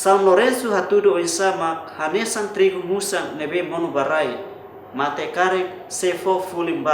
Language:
Tetum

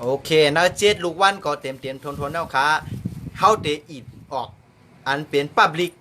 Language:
Shan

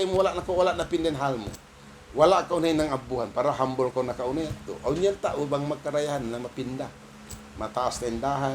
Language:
Tausug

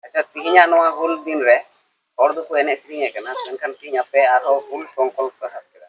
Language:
Santali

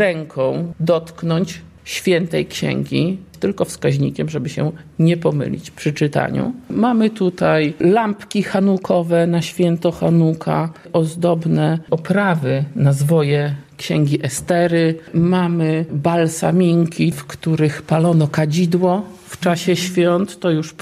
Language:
Polish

